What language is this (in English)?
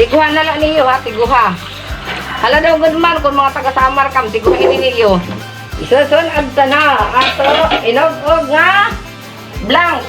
Waray